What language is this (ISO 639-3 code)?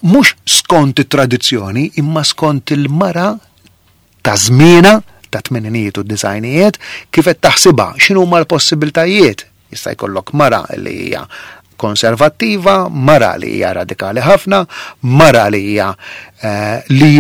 mlt